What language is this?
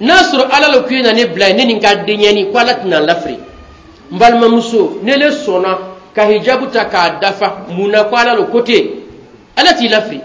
Bambara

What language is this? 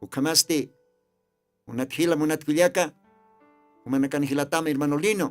Aymara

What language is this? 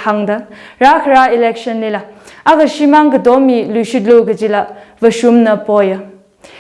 Tangkhul Naga (India)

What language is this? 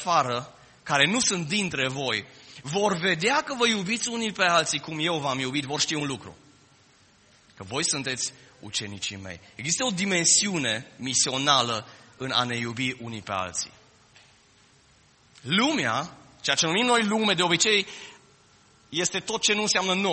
Romanian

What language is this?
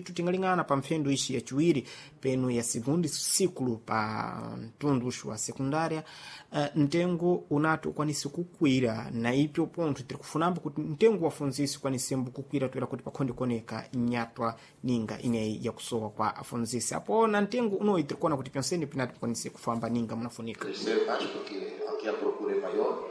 Sena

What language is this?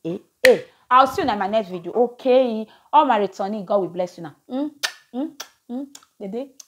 Nigerian Pidgin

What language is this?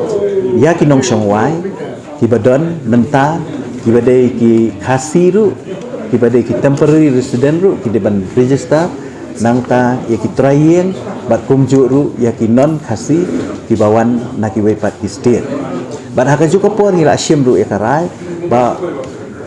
Khasi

